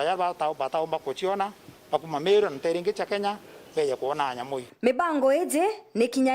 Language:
Meru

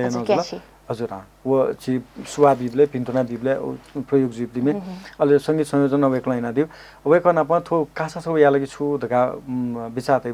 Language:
Newari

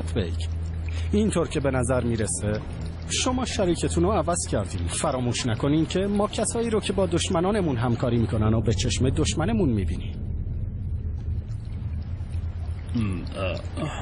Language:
Persian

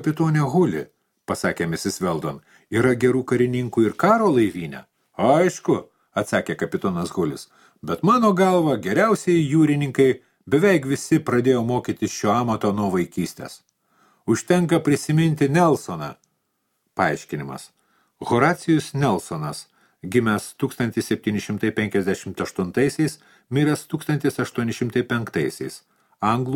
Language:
Lithuanian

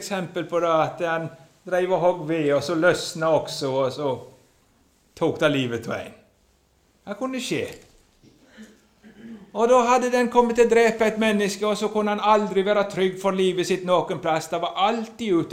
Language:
Norwegian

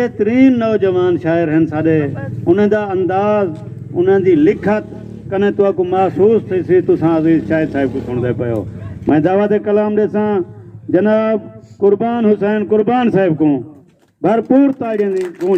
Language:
Saraiki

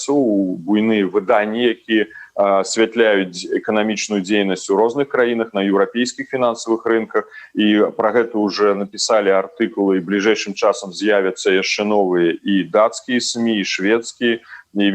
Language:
Belarusian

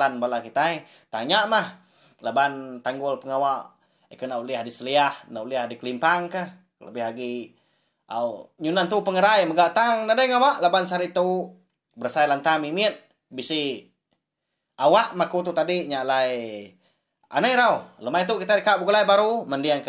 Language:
Iban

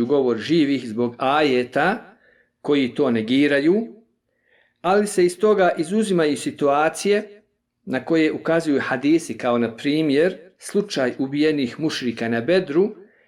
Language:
Bosnian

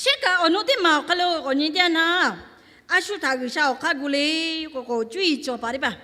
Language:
Lahu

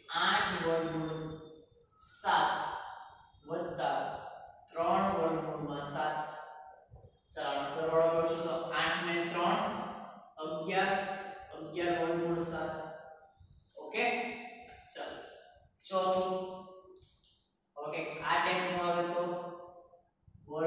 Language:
Gujarati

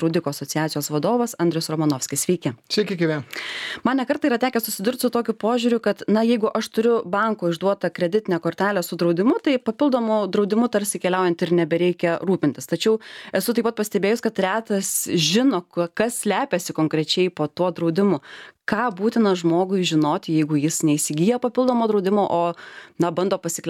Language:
Lithuanian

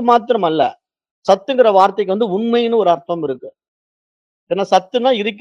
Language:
Tamil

